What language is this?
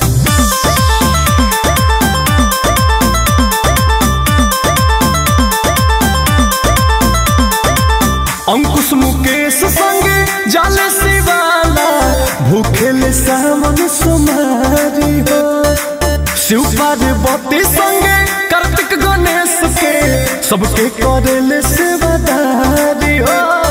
Bhojpuri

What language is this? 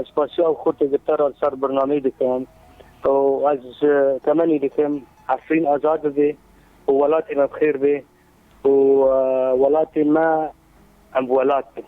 Kurdish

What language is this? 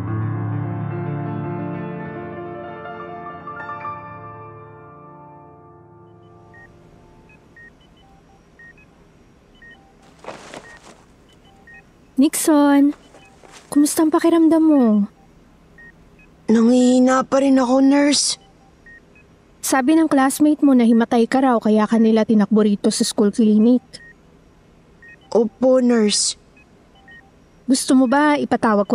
Filipino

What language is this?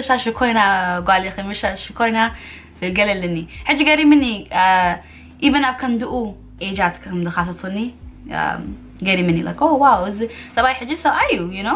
Tigrinya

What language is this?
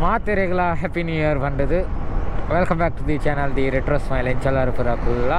Tulu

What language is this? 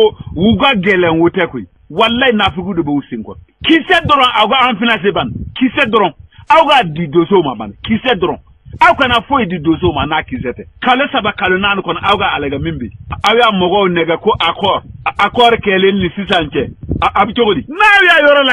Bambara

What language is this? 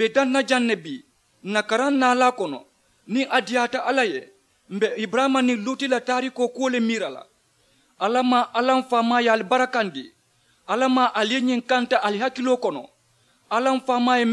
Mandingo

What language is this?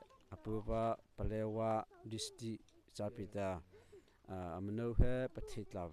Mara Chin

